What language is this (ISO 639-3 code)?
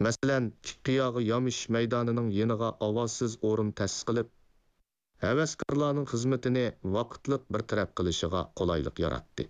uig